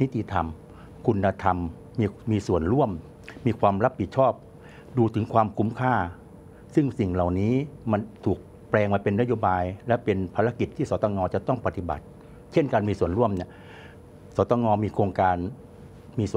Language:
Thai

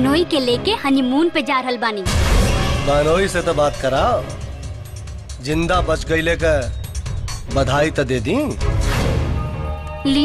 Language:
Bhojpuri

